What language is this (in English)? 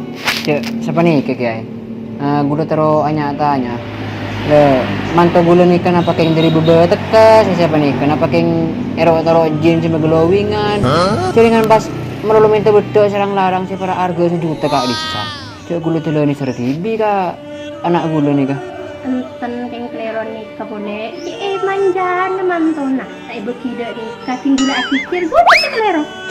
Madurese